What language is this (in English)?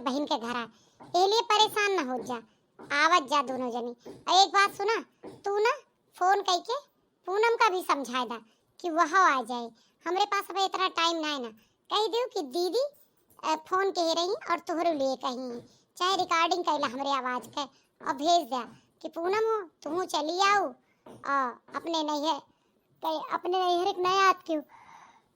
Awadhi